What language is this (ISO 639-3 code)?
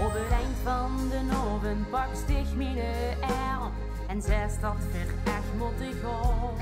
lim